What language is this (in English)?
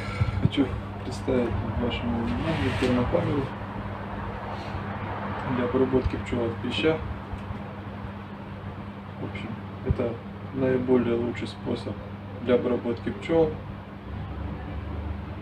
Russian